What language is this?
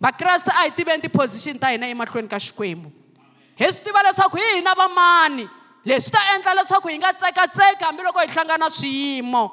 Tsonga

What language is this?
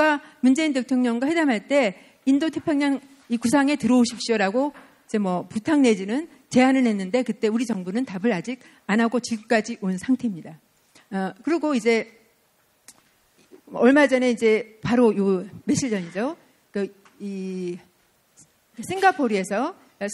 Korean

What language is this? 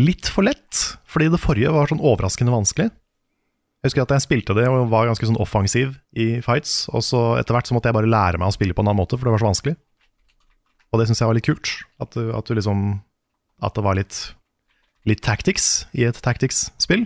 Norwegian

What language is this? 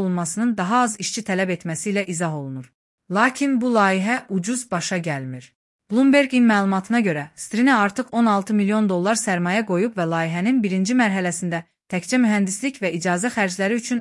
Azerbaijani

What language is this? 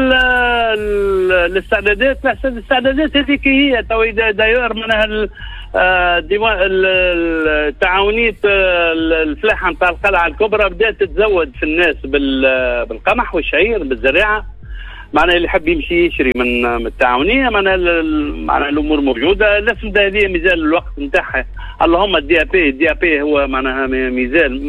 Tunisian Arabic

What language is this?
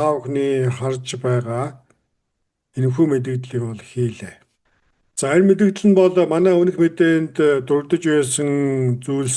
Mongolian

